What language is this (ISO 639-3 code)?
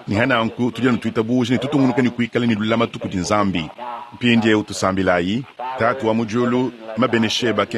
lua